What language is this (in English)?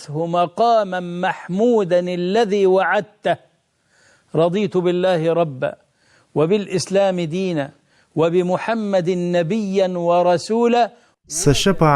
Chechen